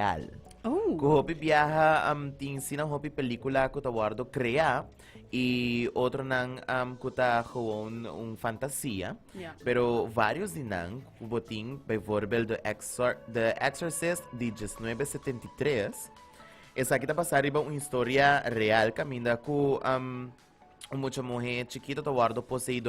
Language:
Papiamento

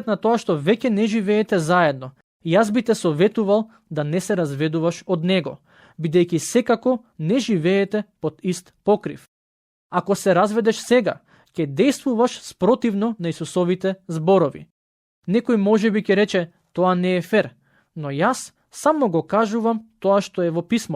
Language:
Macedonian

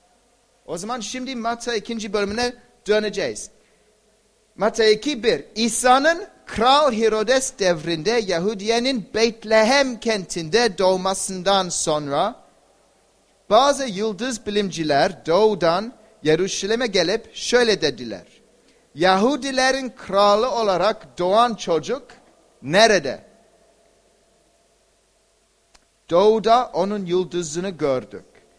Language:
Turkish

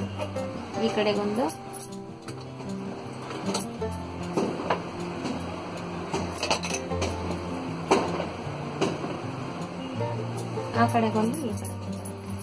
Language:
Kannada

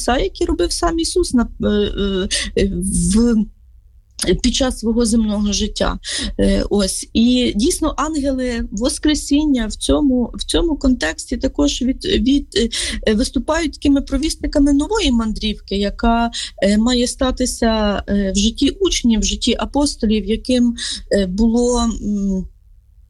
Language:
Ukrainian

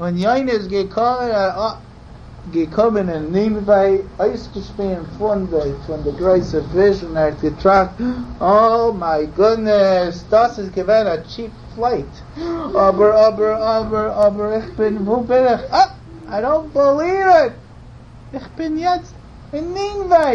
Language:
Yiddish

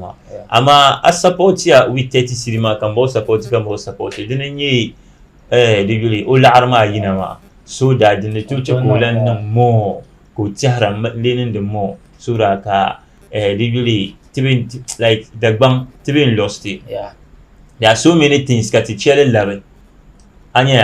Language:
Dagbani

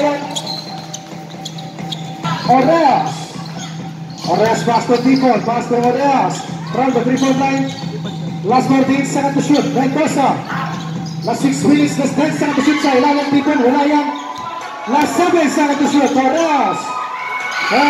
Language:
Filipino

